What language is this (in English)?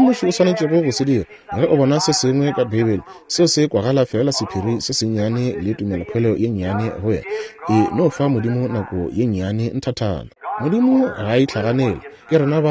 Northern Sotho